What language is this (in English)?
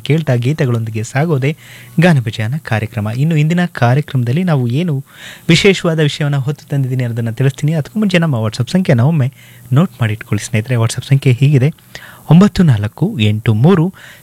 Kannada